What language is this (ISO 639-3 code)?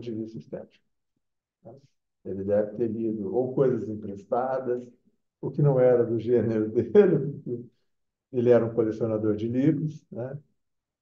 por